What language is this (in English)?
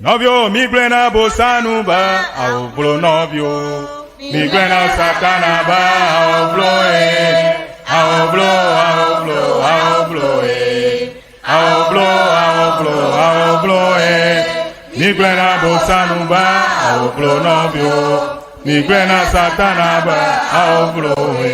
Ewe